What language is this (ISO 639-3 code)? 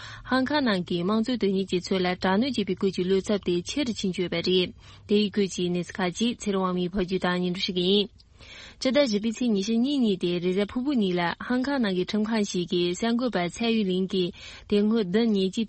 bod